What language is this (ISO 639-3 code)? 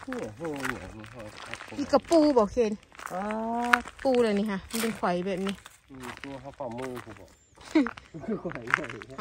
tts